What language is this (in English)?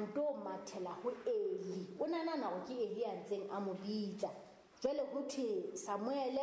Southern Sotho